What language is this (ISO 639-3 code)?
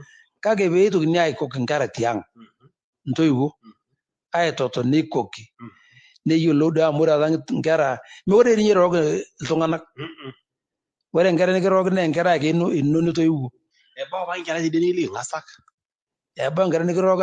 mas